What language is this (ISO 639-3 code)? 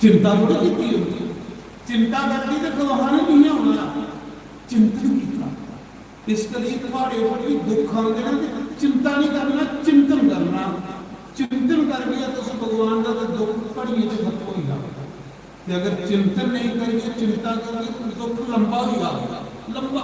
doi